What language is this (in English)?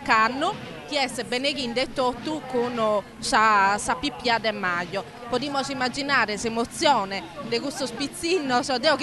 Sardinian